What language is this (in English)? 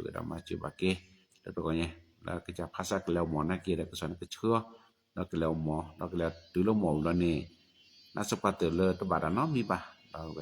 S'gaw Karen